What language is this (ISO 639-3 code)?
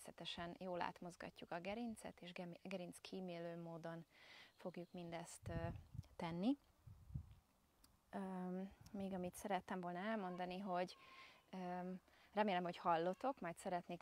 hun